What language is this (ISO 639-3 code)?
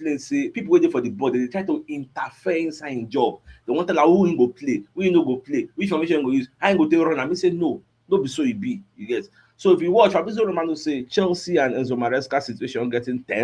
pcm